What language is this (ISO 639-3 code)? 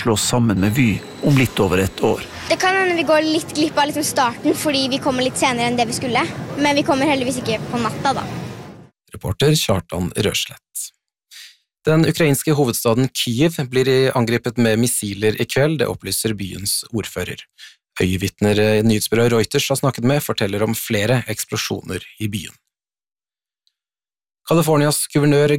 nor